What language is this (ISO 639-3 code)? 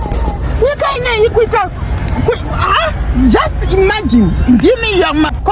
sna